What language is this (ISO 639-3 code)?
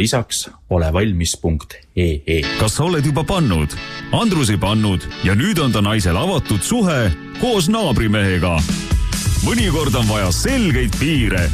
est